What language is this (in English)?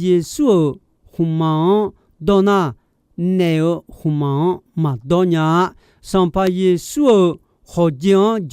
Akha